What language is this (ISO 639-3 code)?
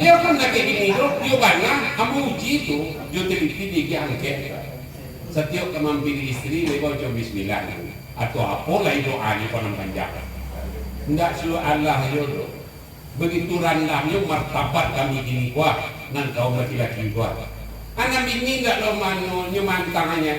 min